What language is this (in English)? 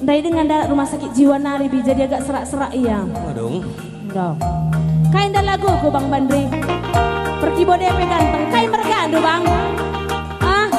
Batak Karo